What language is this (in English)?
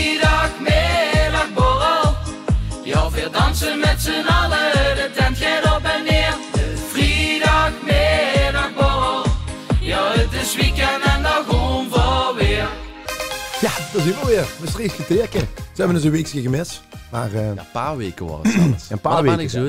Limburgish